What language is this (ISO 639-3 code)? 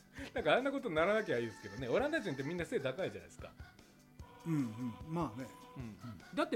jpn